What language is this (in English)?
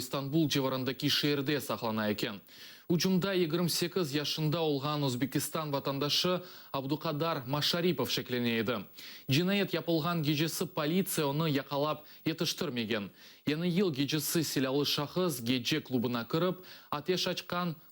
Crimean Tatar